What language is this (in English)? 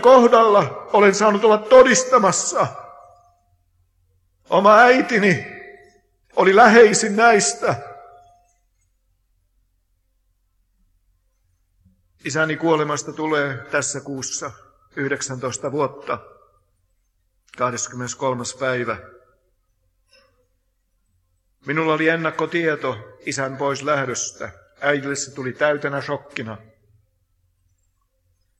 Finnish